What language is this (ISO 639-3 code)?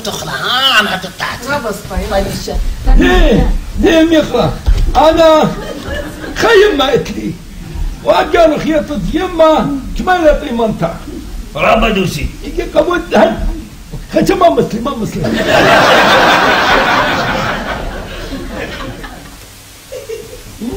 aii